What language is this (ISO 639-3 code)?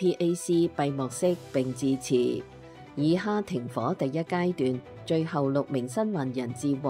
yue